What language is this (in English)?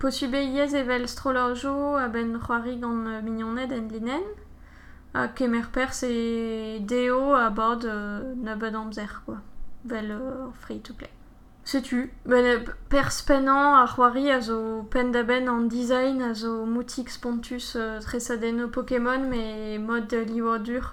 Breton